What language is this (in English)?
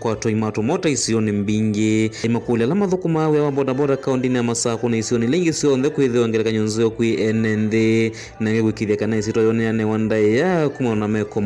Kamba